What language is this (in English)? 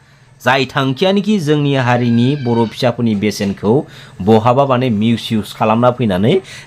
Bodo